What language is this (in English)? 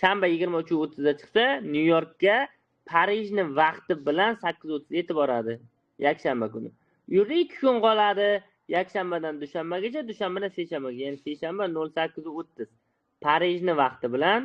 Uzbek